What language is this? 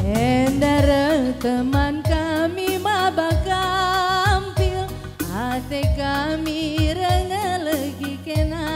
Batak Karo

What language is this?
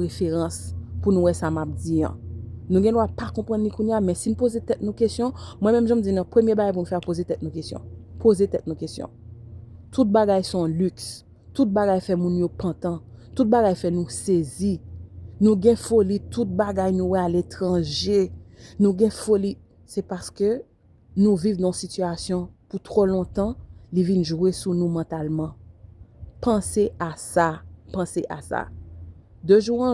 Haitian Creole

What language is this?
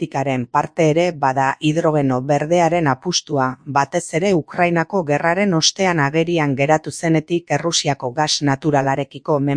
Basque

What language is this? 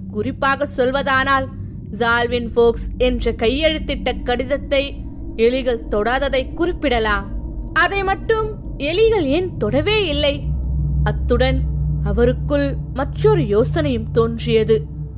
Tamil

